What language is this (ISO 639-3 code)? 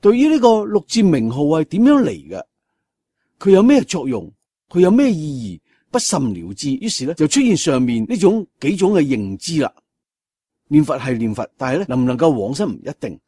yue